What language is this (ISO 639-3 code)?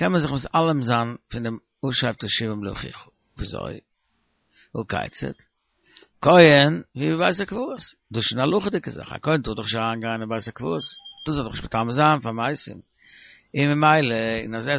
yid